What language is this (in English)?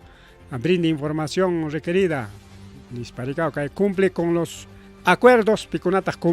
Ayacucho Quechua